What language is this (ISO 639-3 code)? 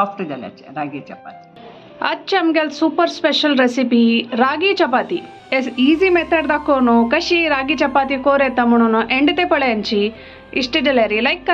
kok